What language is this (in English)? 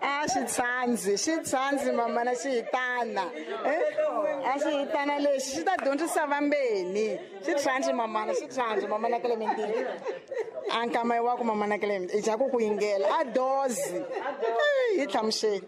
Tsonga